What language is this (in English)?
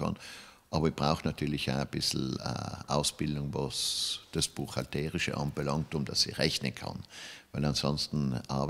German